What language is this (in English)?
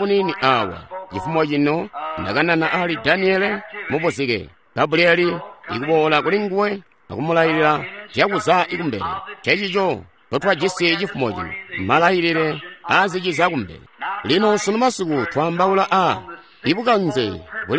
Tonga (Zambia)